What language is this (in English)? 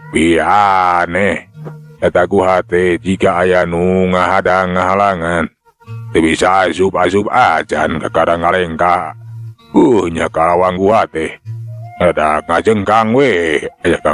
Sundanese